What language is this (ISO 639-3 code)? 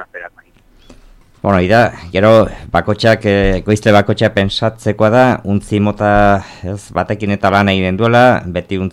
eus